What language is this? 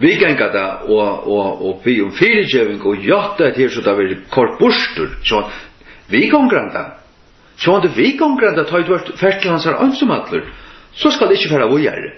Faroese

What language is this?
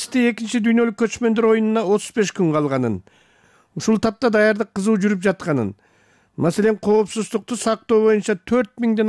Kyrgyz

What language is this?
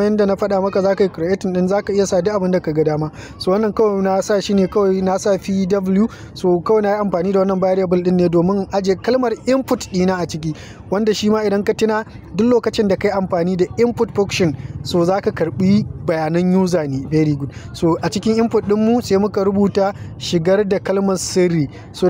Hausa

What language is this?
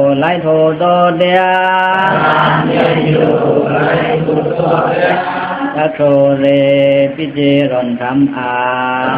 Pa'o Karen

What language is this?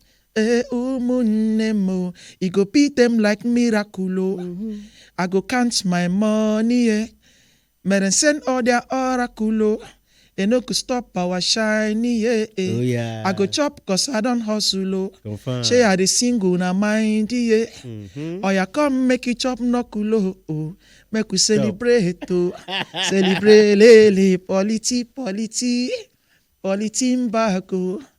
Nigerian Pidgin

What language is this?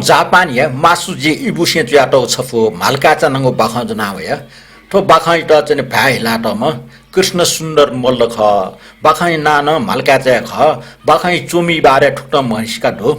Newari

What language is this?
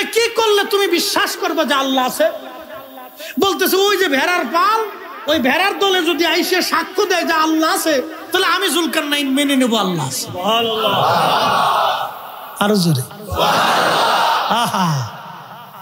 Bangla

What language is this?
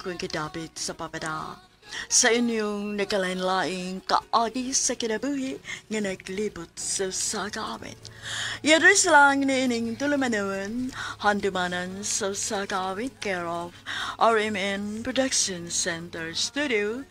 Cebuano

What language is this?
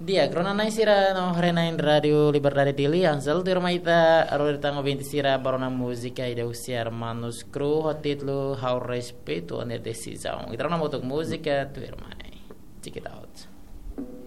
Tetum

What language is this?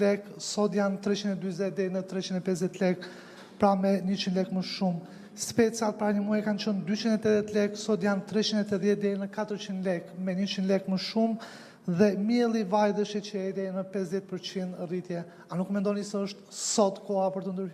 Albanian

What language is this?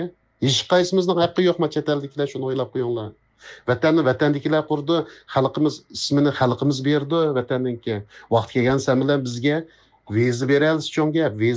Uyghur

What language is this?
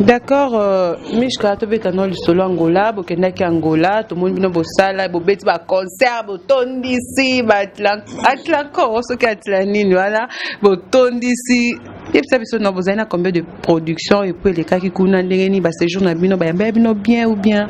Lingala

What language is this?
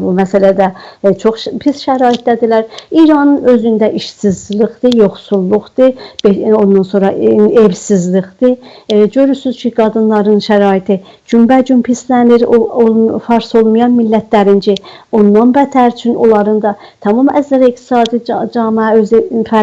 South Azerbaijani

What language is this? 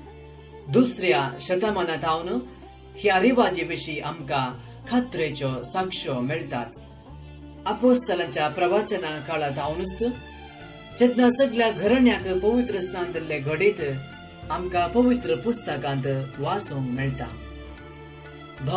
Konkani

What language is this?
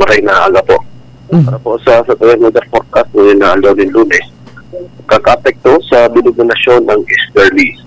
Bikol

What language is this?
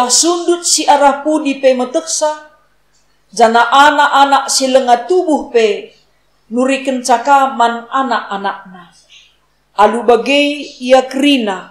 Batak Karo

